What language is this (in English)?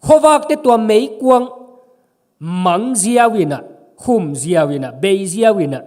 Tedim Chin